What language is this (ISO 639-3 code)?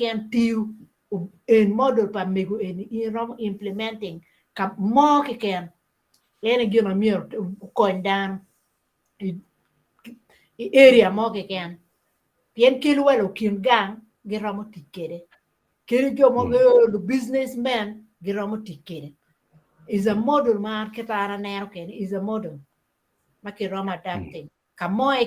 ach